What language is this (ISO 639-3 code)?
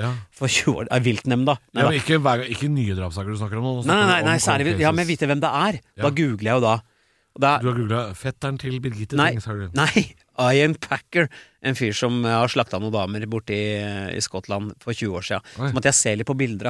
nor